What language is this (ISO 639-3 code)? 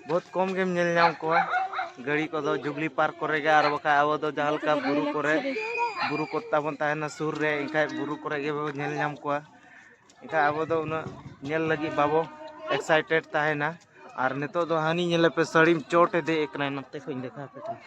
sat